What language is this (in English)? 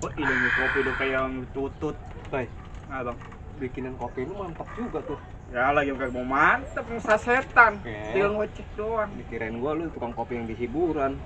Betawi